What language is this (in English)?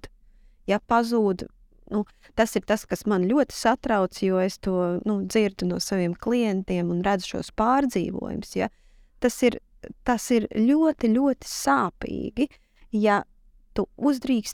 Latvian